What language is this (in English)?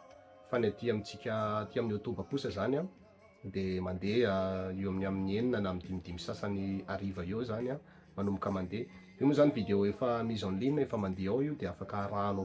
Malagasy